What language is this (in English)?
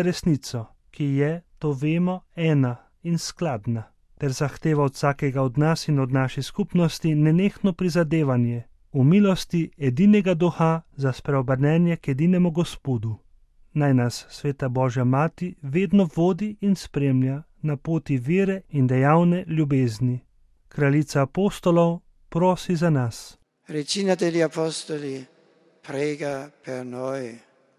Slovenian